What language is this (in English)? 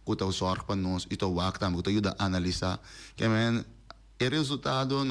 Papiamento